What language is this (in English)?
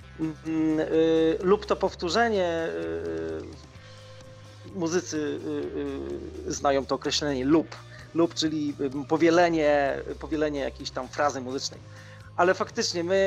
Polish